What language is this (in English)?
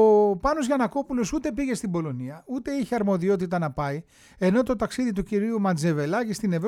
Greek